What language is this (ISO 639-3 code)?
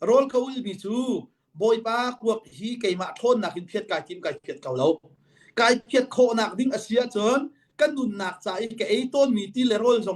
cnh